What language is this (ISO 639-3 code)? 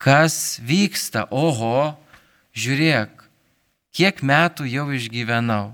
lit